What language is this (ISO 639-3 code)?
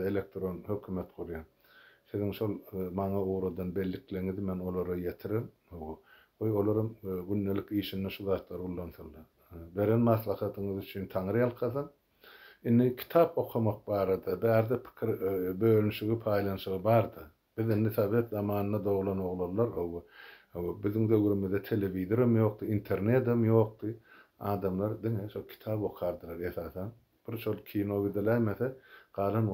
tuk